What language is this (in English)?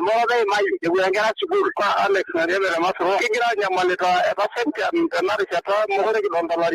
Masai